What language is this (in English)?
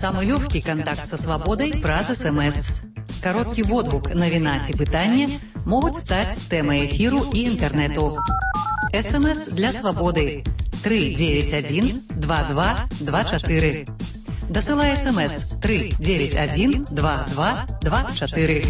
Belarusian